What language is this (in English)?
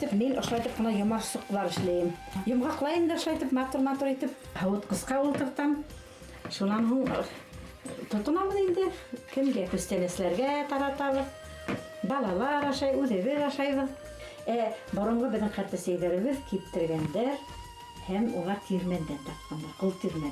Bashkir